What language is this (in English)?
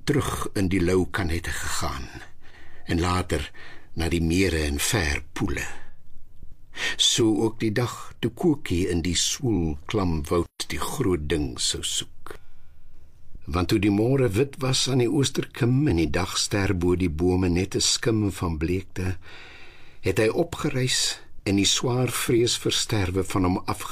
Afrikaans